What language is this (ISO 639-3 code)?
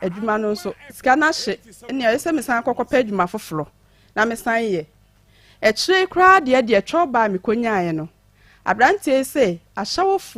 aka